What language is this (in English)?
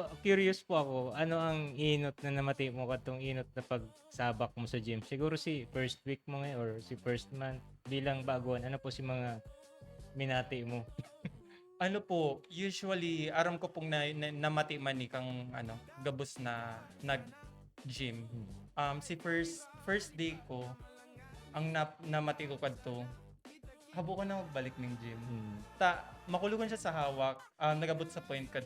Bikol